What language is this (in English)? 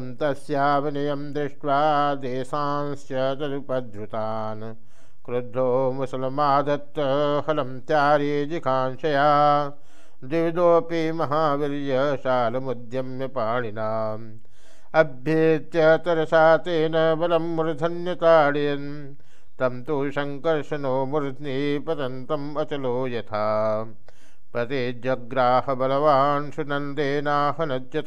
Sanskrit